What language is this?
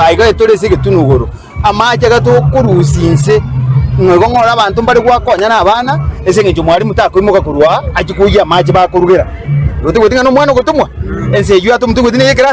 Gusii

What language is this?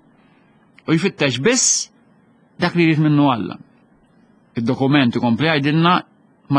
Maltese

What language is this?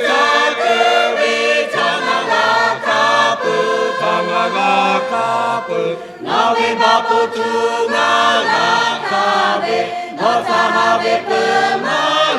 Lahu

